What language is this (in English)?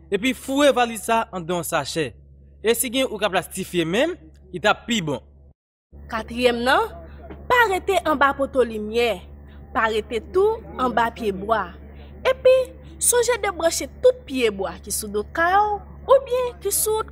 Haitian Creole